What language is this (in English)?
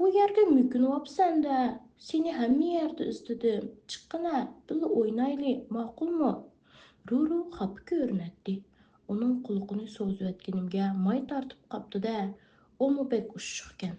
Uyghur